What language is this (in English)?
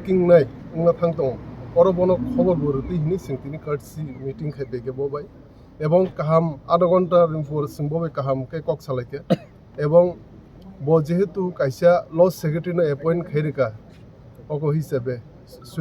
Kok Borok